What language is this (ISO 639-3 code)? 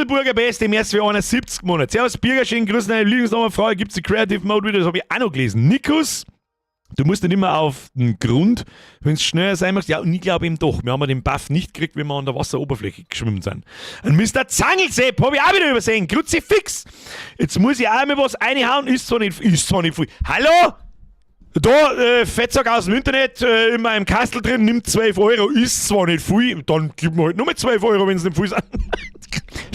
bar